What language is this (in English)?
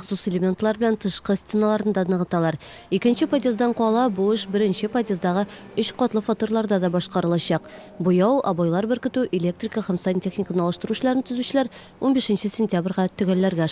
Tatar